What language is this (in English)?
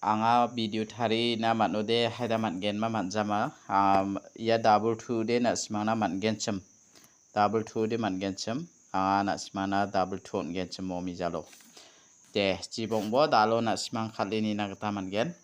Garo